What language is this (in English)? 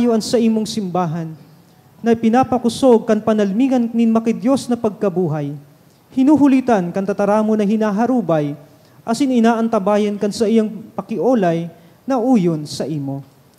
Bikol